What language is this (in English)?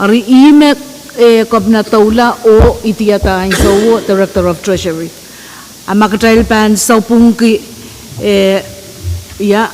Pohnpeian